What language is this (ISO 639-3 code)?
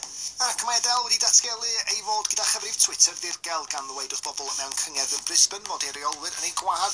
cym